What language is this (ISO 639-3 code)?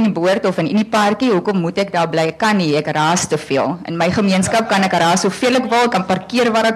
afr